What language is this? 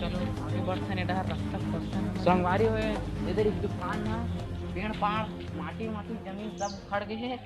Chhattisgarhi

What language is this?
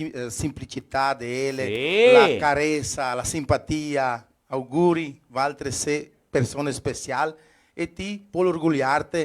Venetian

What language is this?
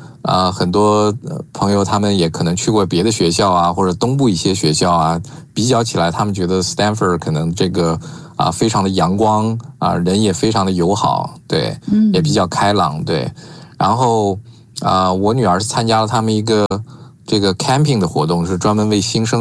Chinese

